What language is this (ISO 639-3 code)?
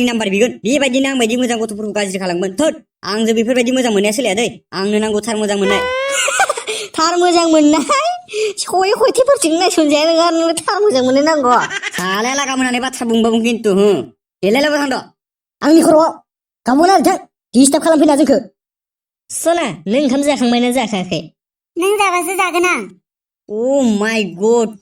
brx